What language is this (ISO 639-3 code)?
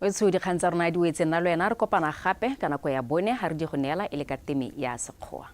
tsn